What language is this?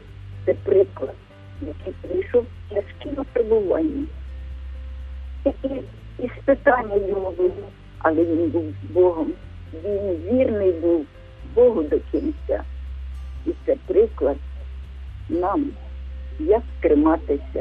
Ukrainian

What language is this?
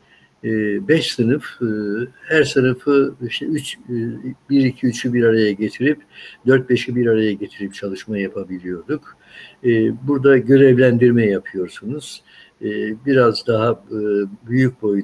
Turkish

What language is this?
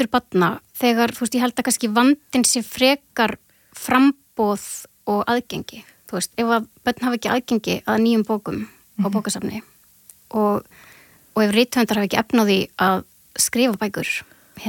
Icelandic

